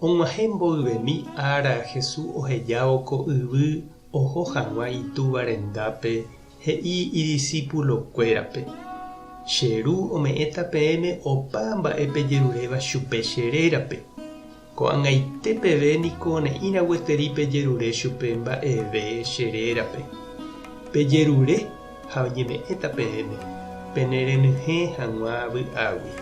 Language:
Guarani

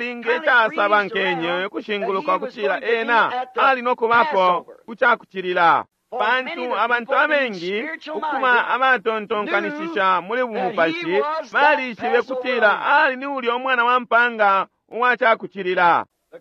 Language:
Bemba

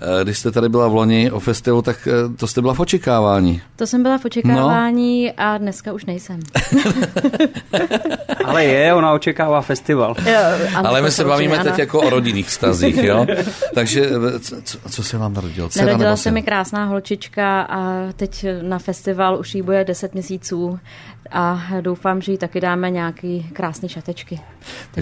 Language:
Czech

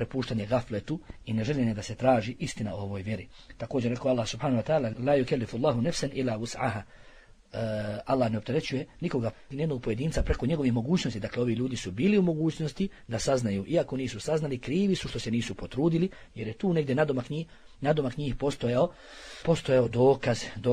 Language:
Bosnian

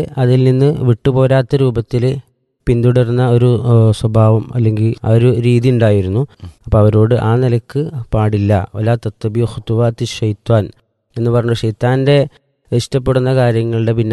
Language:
Malayalam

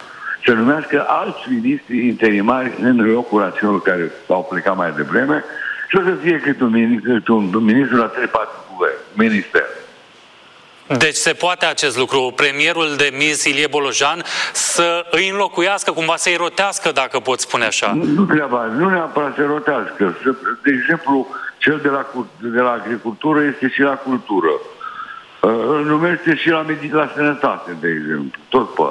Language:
Romanian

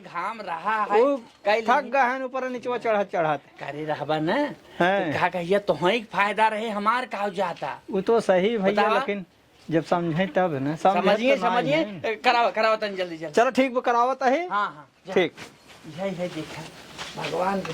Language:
Awadhi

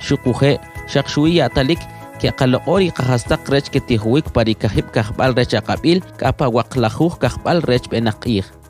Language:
Kʼicheʼ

